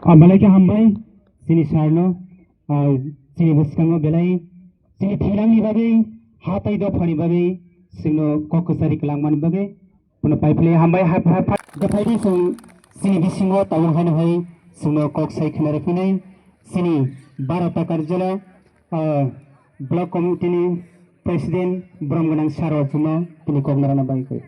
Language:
Kok Borok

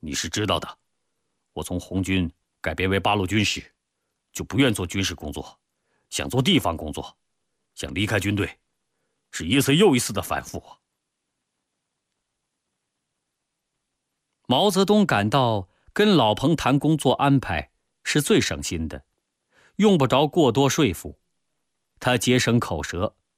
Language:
Chinese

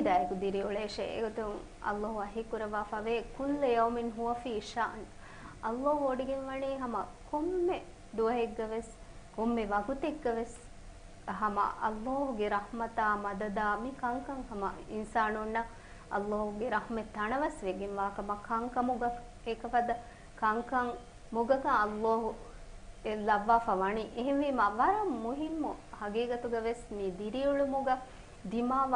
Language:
Divehi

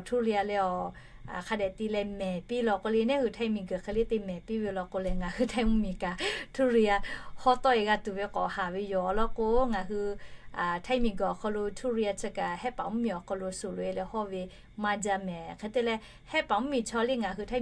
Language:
Lahu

